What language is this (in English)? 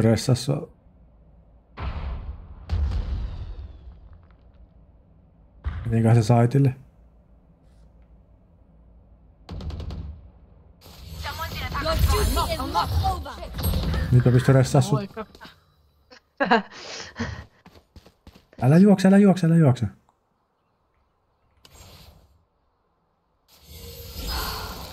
Finnish